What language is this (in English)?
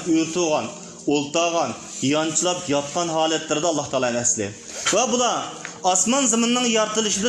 Uyghur